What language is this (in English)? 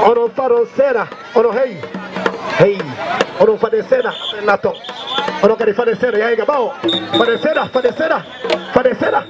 Fula